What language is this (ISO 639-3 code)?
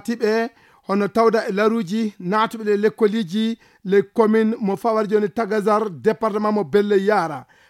ful